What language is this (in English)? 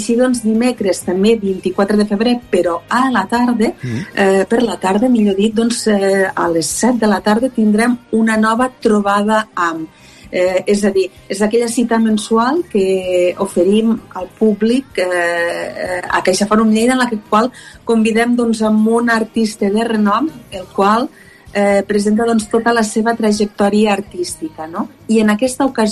Catalan